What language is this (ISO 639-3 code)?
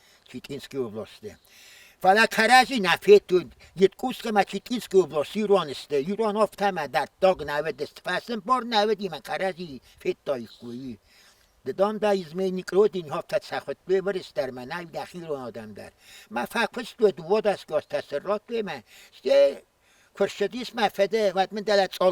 oss